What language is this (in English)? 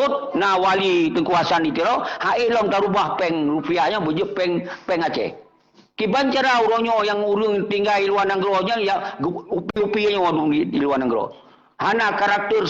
Achinese